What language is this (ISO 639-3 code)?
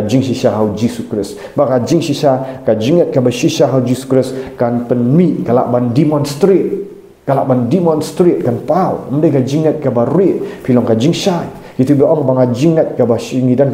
kha